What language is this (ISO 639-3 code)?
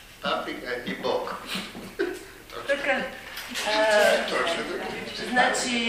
bul